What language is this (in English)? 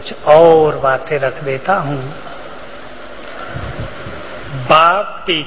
Hindi